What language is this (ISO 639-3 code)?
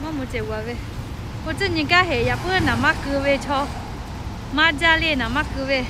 lhu